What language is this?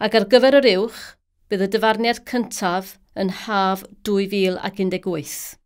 Welsh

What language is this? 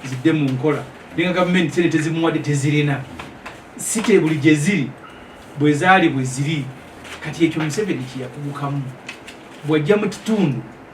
Ganda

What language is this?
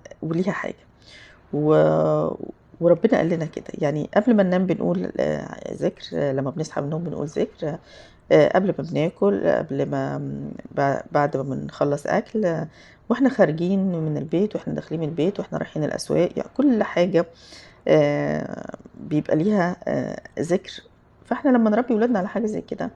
Egyptian Arabic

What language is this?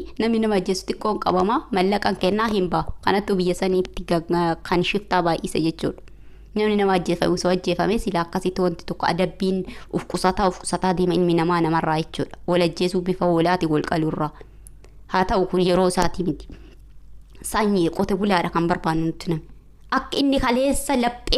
Oromo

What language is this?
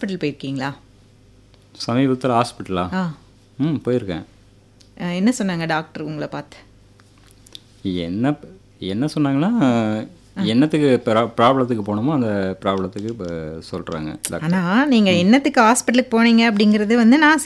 Tamil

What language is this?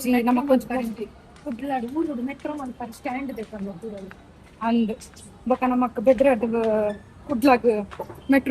Tulu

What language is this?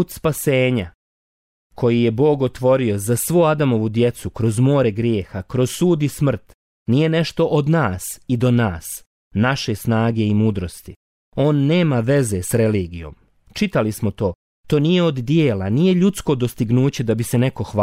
Bosnian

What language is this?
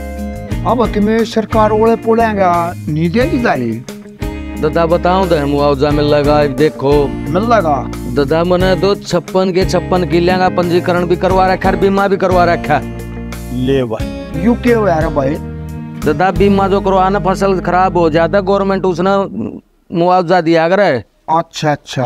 Haryanvi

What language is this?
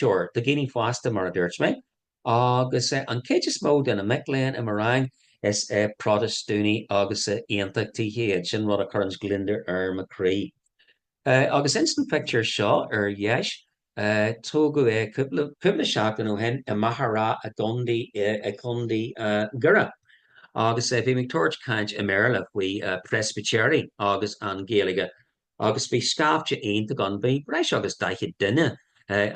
Irish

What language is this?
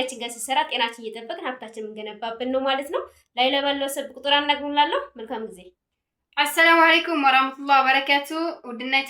Amharic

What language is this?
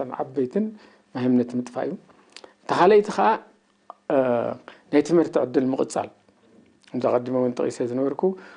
Tigrinya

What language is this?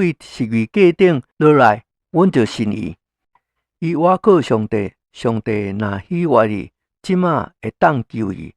Min Nan Chinese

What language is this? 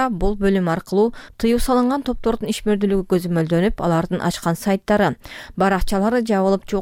Kyrgyz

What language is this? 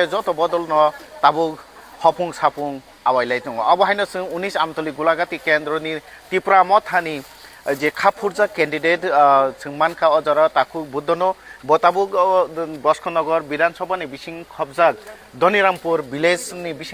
Kok Borok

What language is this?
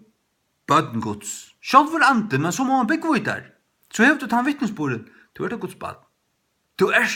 Faroese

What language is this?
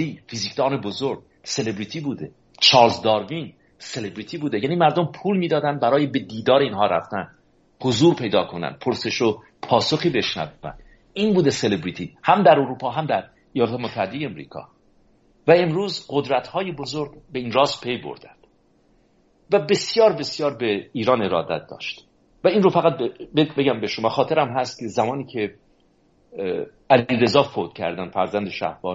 Persian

